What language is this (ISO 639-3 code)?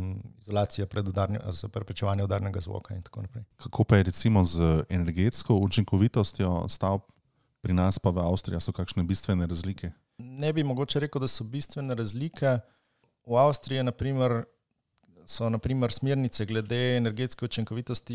slv